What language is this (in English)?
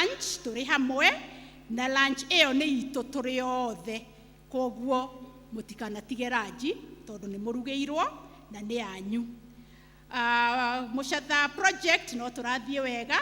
Kikuyu